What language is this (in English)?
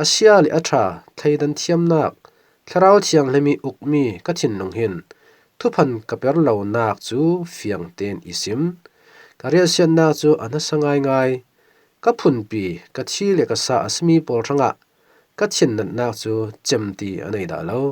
Falam Chin